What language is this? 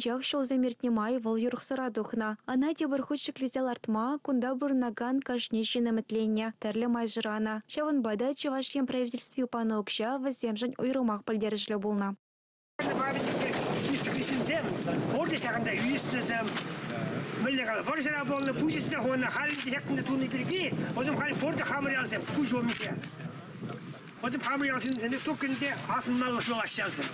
Chuvash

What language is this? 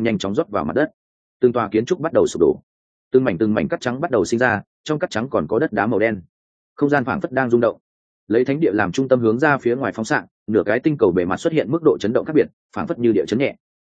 Vietnamese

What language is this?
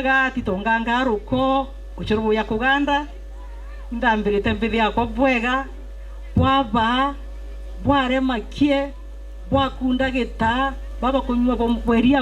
Meru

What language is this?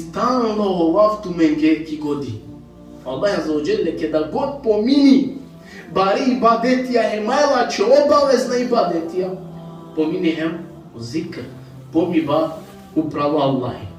Balkan Romani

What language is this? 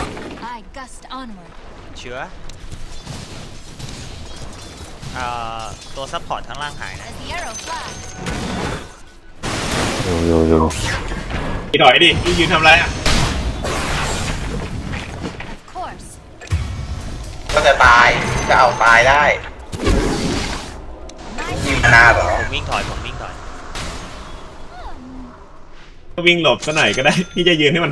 Thai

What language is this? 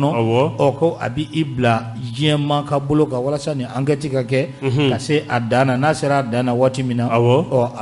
Bambara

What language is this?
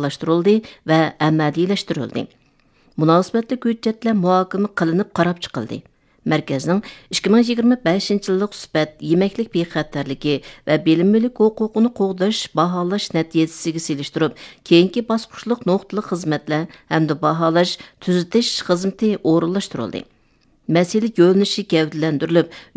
Uyghur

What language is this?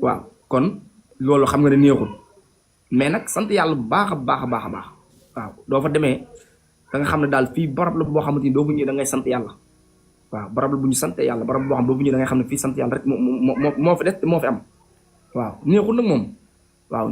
Wolof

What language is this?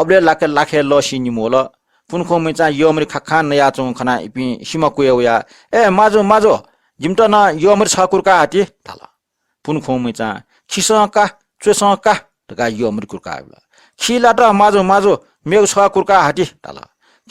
Newari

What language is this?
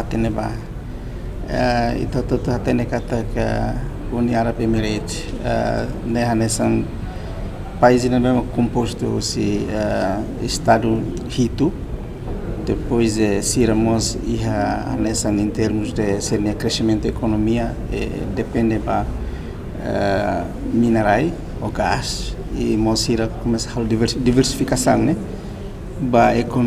Tetum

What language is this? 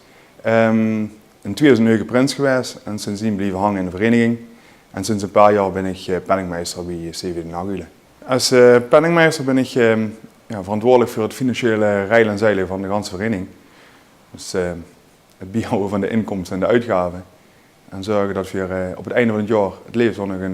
Limburgish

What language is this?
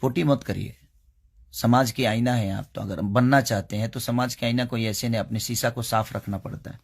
Bhojpuri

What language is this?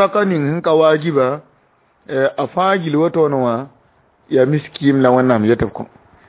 Mossi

